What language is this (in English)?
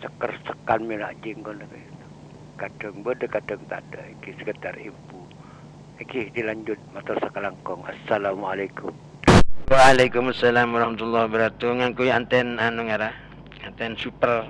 Madurese